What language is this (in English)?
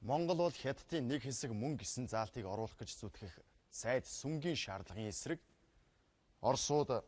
Mongolian